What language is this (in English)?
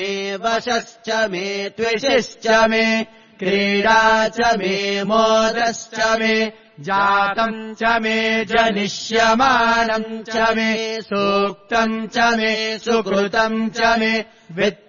Sanskrit